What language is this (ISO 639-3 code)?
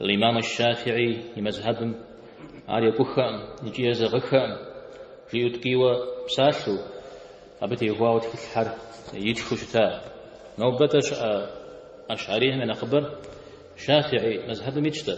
kbd